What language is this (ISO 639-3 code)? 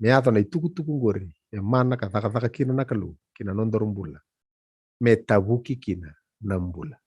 fij